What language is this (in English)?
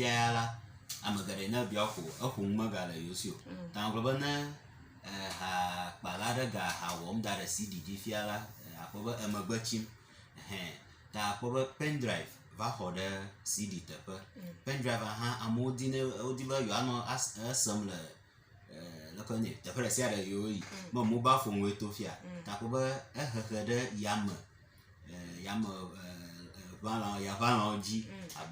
Ewe